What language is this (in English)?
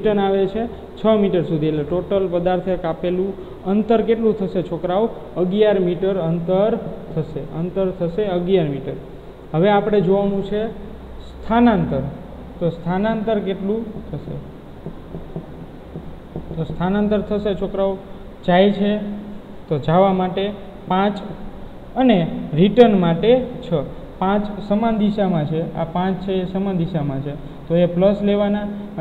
Gujarati